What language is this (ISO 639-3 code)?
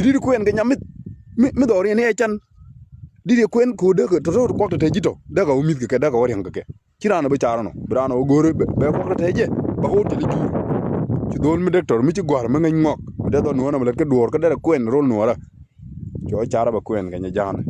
nus